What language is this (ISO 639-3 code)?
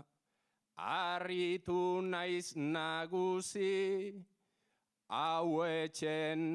eus